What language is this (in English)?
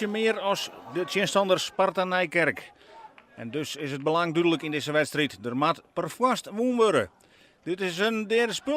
Western Frisian